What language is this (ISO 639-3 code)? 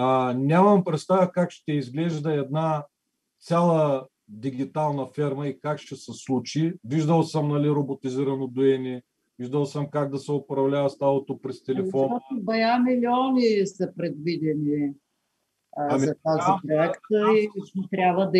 bul